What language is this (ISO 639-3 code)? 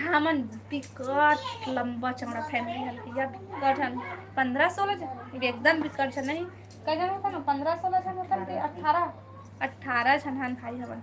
hne